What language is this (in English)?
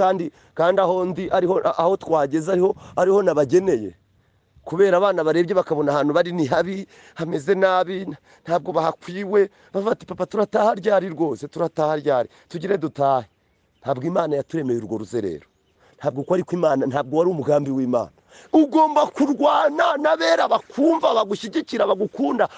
Kinyarwanda